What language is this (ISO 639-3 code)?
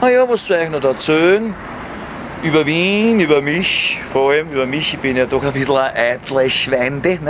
bar